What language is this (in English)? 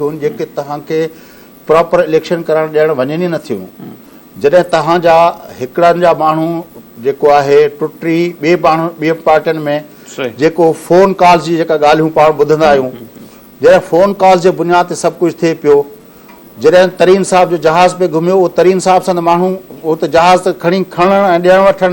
Sindhi